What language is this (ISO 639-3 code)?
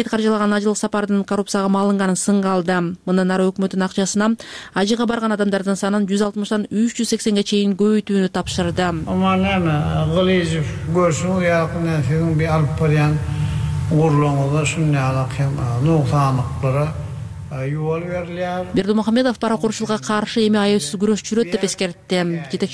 kir